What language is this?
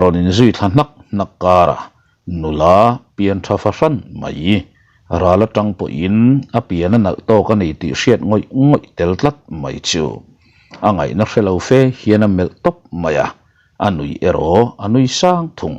Mizo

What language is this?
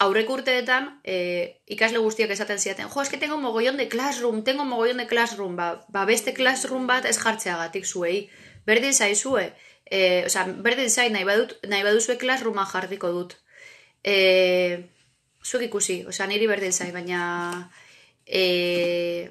Basque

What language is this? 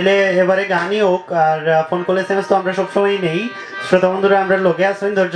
Sylheti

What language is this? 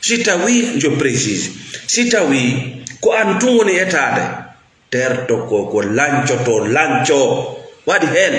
Fula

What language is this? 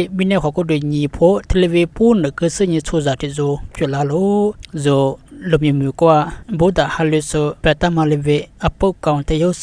Lisu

